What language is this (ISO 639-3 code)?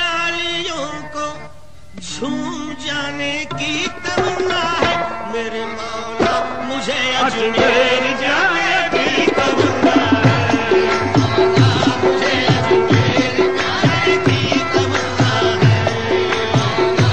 urd